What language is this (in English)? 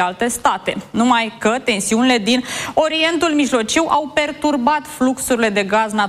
Romanian